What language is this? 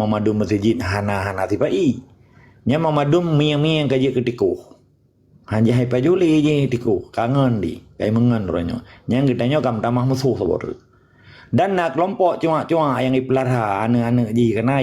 Achinese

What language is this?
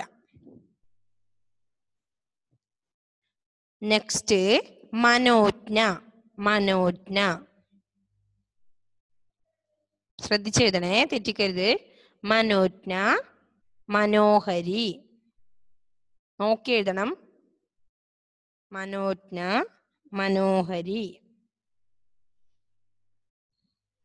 Malayalam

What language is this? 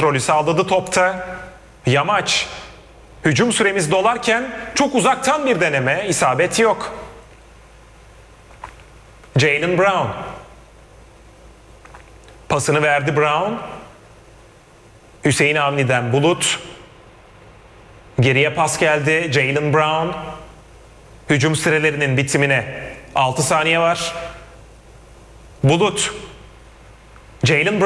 Turkish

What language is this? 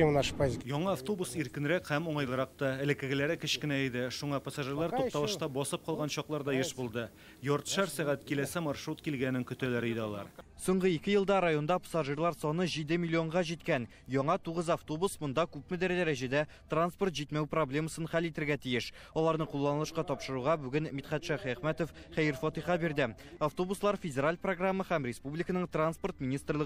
Tatar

